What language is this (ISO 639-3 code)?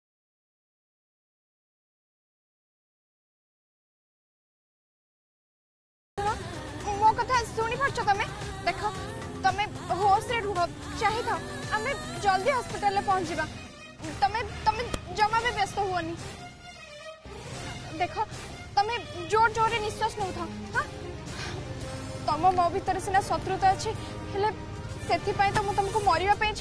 ori